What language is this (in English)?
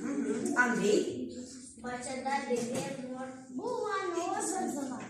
Gagauz